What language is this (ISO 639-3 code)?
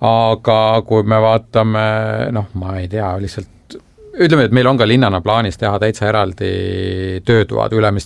est